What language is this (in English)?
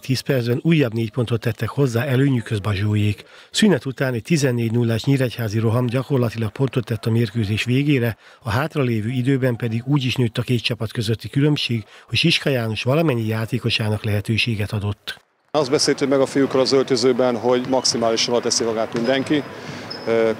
Hungarian